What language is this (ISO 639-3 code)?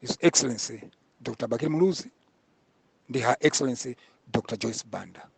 nya